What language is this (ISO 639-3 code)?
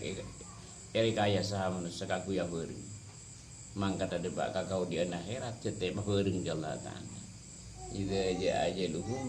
mad